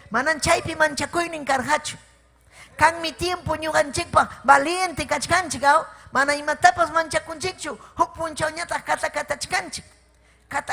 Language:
Ayacucho Quechua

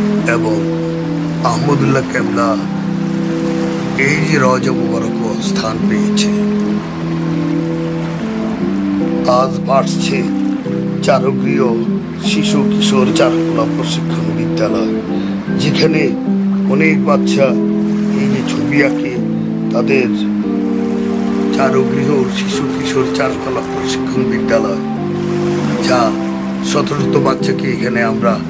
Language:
Bangla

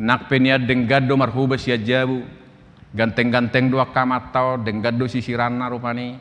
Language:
Batak Toba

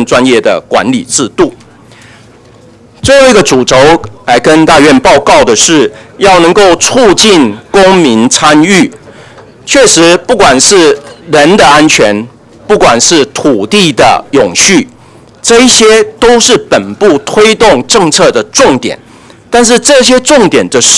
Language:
Chinese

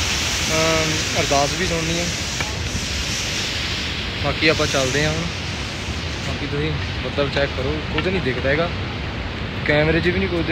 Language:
Punjabi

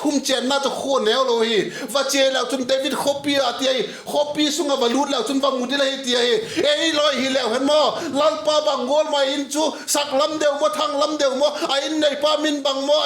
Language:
Vaiphei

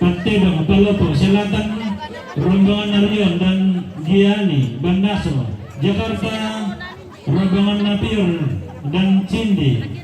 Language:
Toraja-Sa'dan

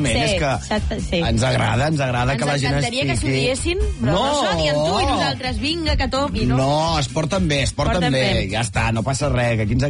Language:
Catalan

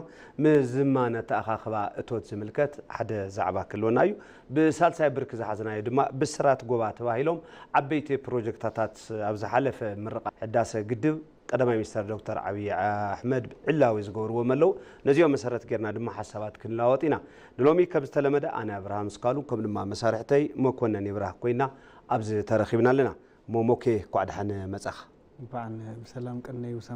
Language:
Tigrinya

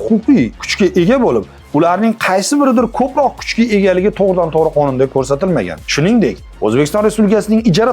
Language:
Uzbek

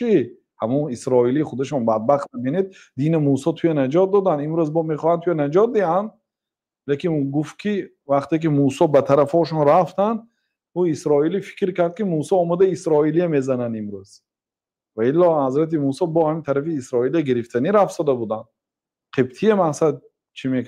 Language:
Tajik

